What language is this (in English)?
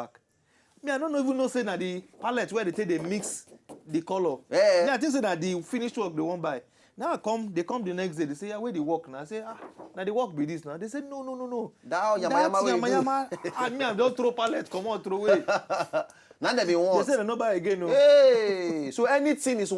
Nigerian Pidgin